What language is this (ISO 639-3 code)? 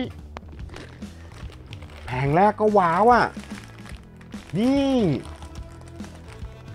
tha